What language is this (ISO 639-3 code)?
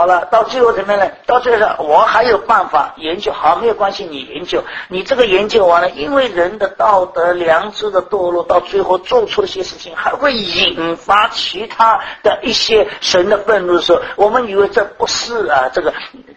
zho